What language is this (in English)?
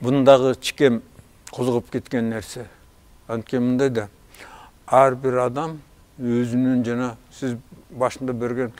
Kyrgyz